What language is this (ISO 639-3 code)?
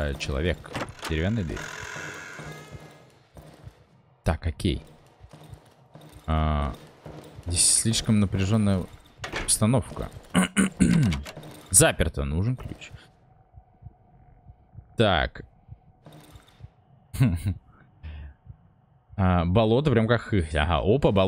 rus